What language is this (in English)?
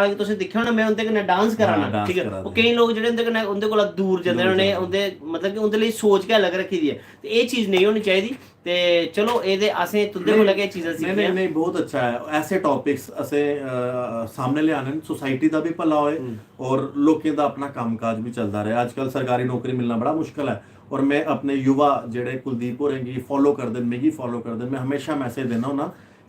Dogri